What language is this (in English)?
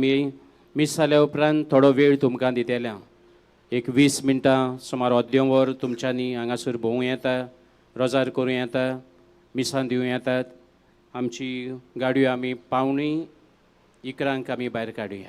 Konkani